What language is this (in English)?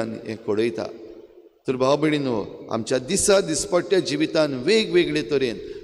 Konkani